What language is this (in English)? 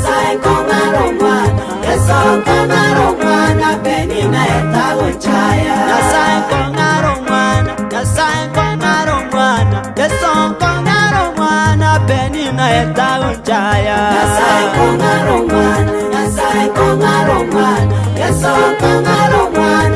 Gusii